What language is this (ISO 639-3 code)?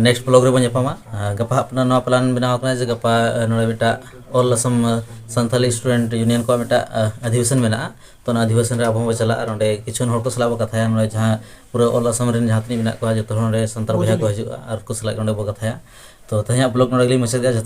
sat